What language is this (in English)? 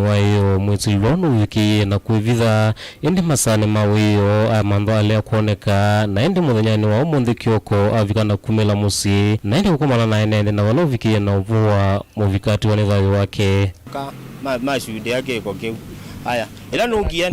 Kamba